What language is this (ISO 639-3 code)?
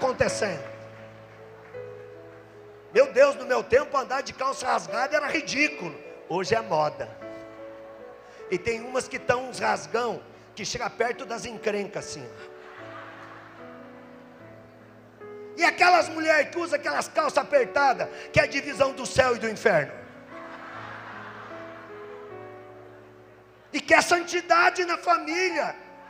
por